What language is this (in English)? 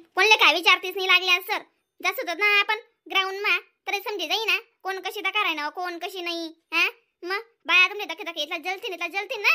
Khandesi